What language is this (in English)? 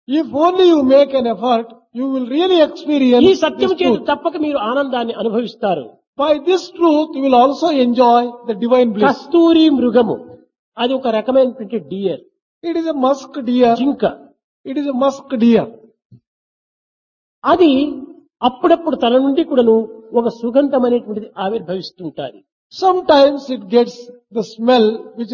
Telugu